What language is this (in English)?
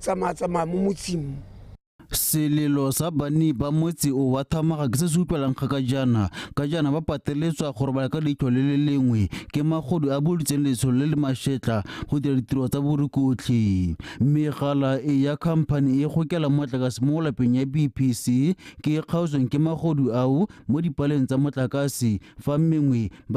Tswana